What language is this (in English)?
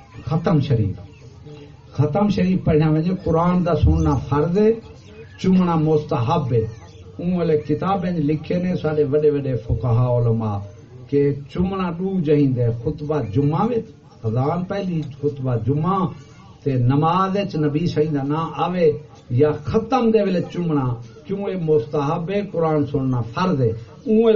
Saraiki